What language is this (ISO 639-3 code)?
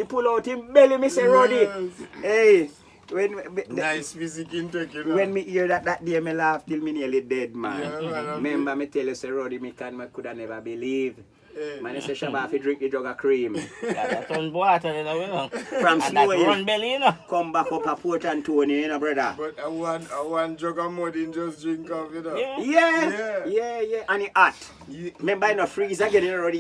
jam